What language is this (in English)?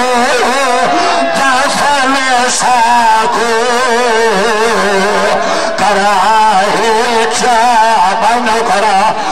Urdu